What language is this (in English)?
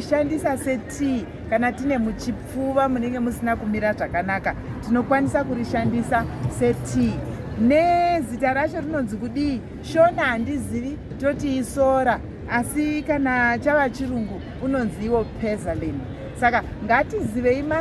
Shona